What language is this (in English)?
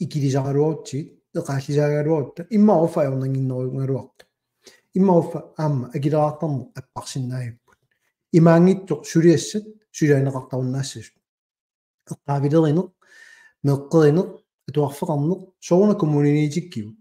Kalaallisut